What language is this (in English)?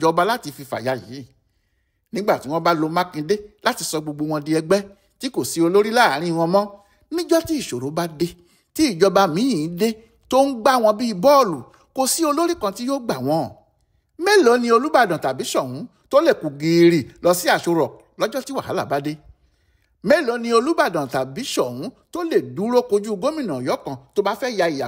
Yoruba